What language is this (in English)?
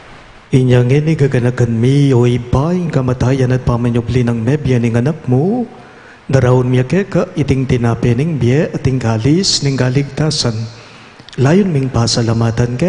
Pampanga